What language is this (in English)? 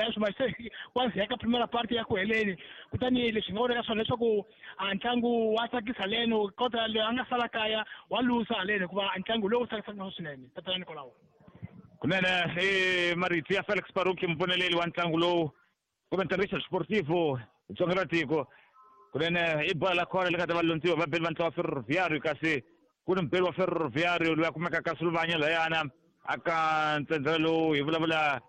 Tsonga